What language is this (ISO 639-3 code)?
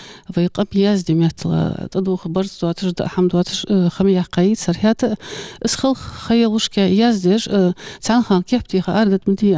inh